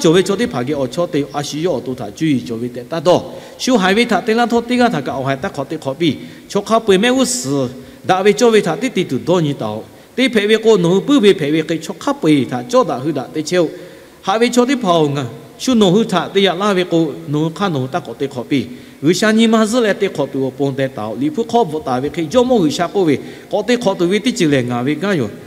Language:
Lahu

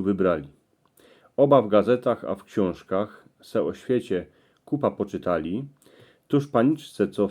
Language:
Silesian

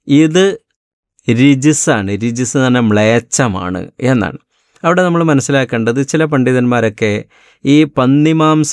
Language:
Malayalam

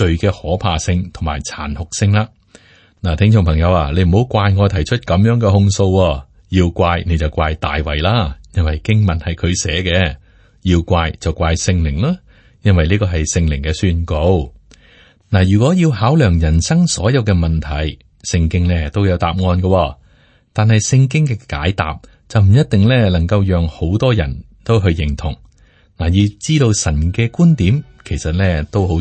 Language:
Cantonese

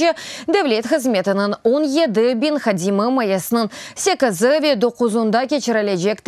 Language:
Crimean Tatar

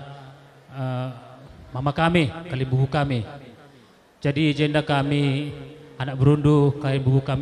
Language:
Batak Karo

